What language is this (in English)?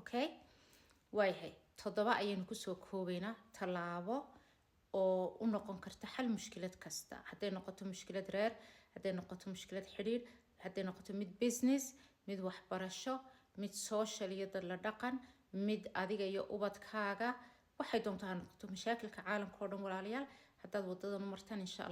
Somali